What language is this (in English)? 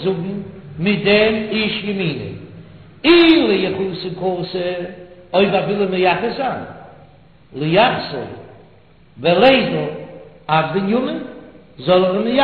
Yiddish